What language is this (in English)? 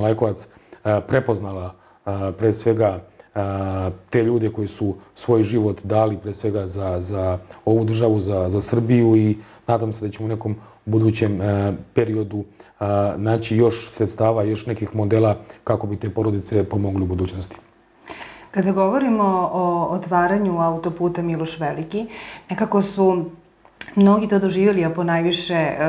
Serbian